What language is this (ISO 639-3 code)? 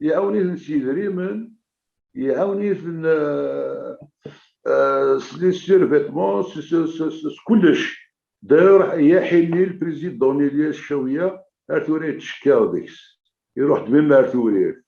kab